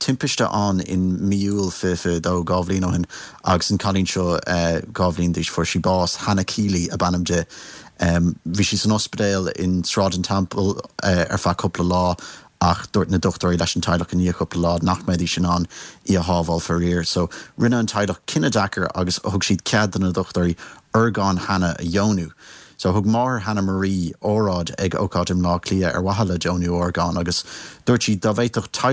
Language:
Irish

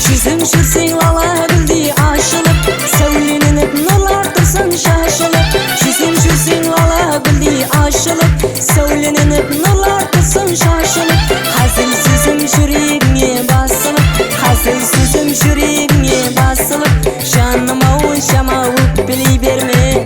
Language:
Kara-Kalpak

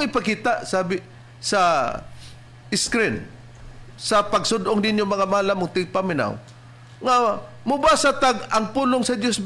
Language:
Cebuano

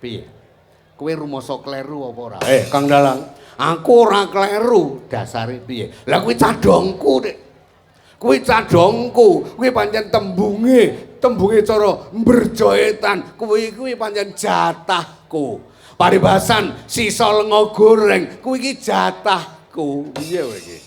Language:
Javanese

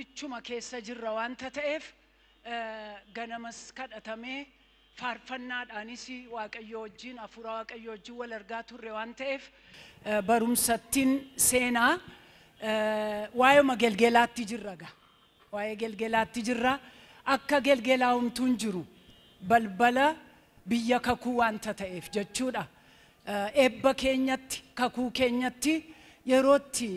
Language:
Oromo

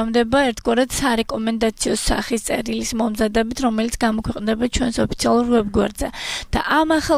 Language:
Georgian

